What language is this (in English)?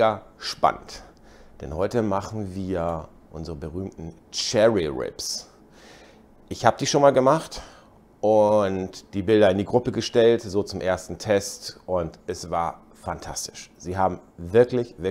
German